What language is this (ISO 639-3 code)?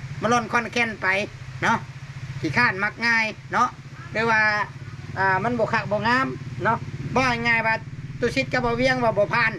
tts